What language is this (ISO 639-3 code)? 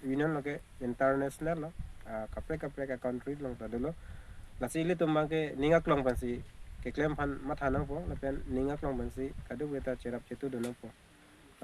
mjw